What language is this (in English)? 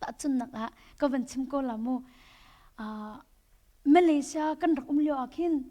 Hakha Chin